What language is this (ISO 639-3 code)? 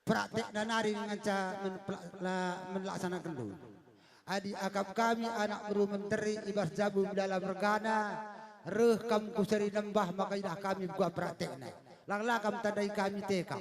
btx